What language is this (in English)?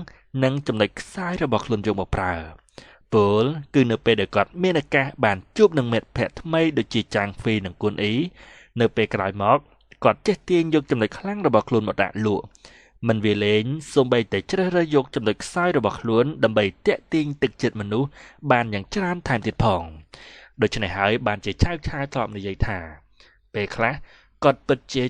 Khmer